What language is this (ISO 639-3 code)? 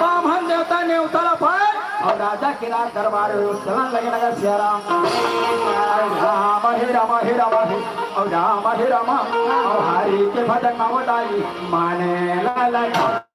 hne